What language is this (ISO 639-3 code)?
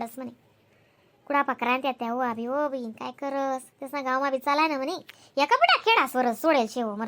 khn